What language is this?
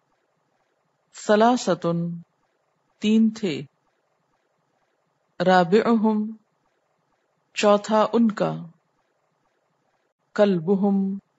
Urdu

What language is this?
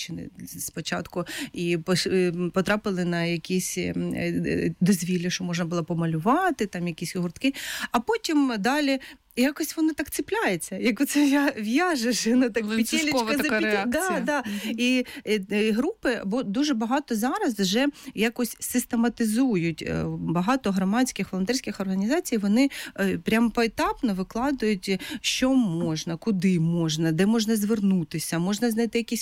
Ukrainian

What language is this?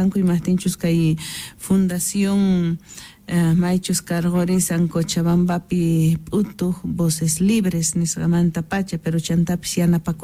South Bolivian Quechua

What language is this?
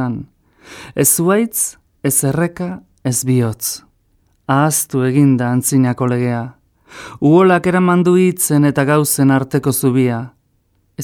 Basque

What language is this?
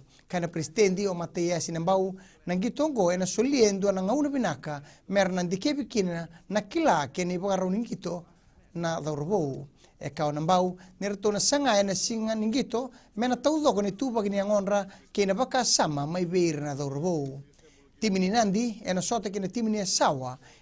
Fijian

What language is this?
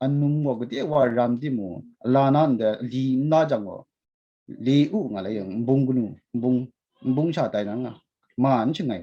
Kachin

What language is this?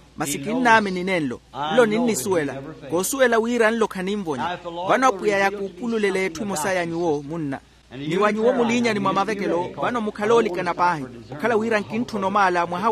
Makhuwa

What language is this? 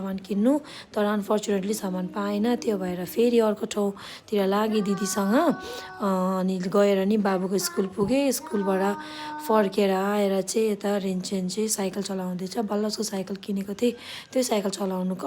Nepali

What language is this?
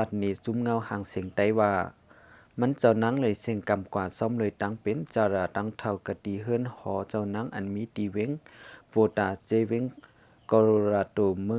Shan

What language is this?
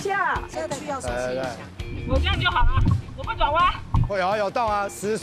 Chinese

